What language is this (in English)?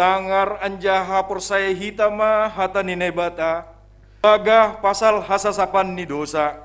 Batak Simalungun